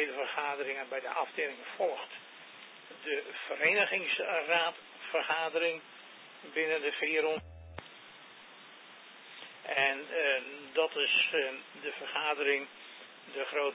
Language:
Dutch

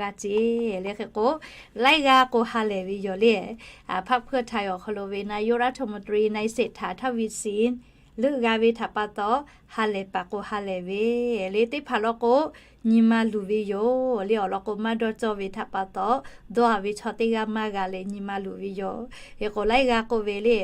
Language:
Lahu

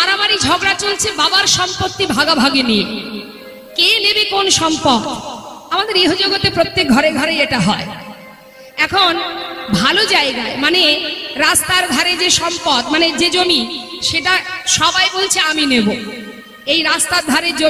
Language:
Bangla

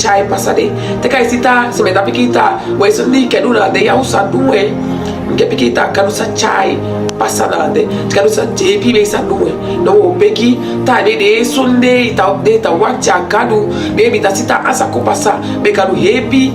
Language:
Saramaccan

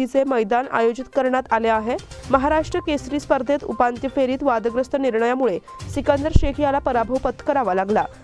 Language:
Marathi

